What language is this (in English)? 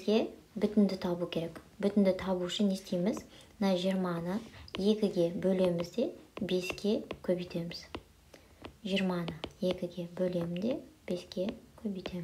Kazakh